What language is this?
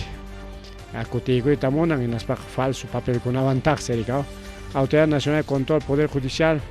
Ayacucho Quechua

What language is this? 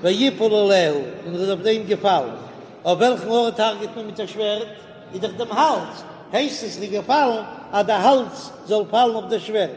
Yiddish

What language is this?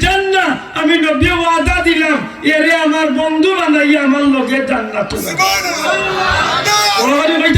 Sylheti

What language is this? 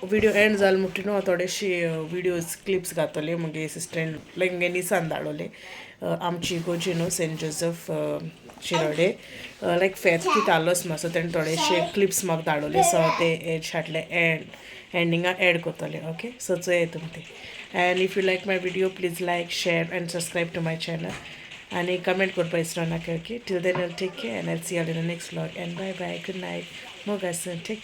Konkani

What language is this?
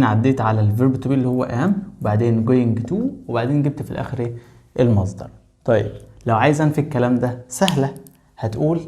Egyptian Arabic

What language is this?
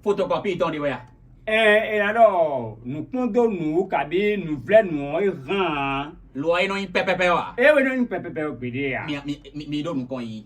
Fon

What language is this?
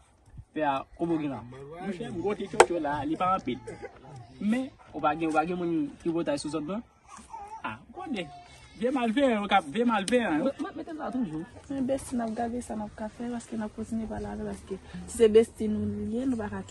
Haitian Creole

